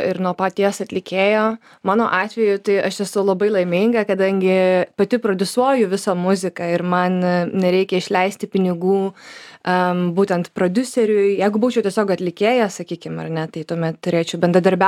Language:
Lithuanian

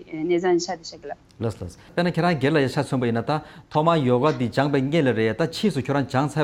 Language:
Tibetan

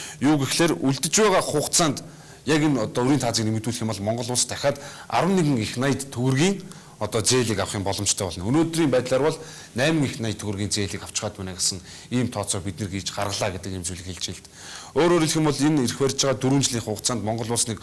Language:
Mongolian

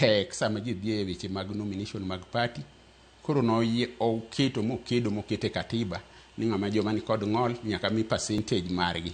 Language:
Luo (Kenya and Tanzania)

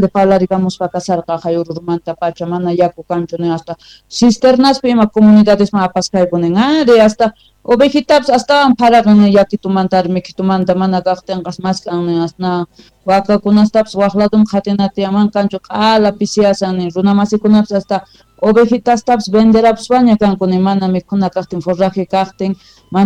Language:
South Bolivian Quechua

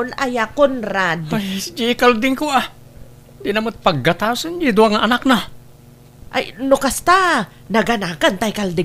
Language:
Iloko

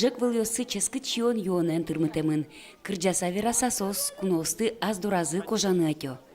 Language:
Udmurt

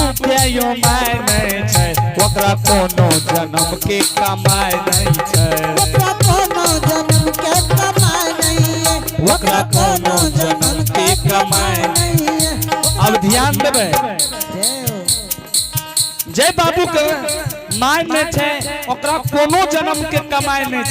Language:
Angika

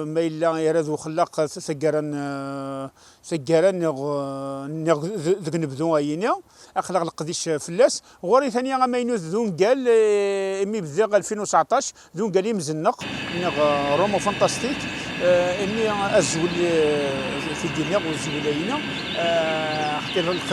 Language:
Kabyle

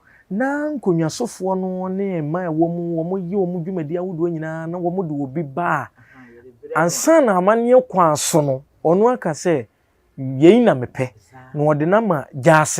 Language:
Akan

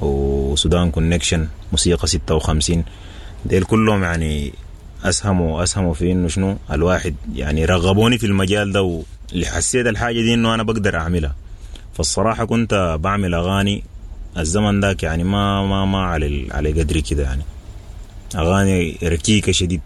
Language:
Sudanese Arabic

